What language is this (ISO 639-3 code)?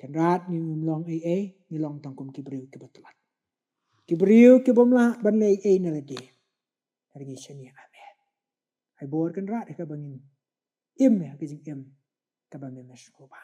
kha